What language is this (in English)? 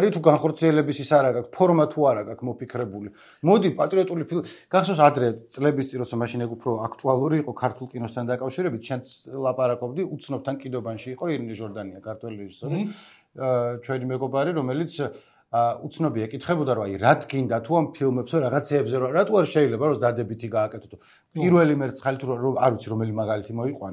Georgian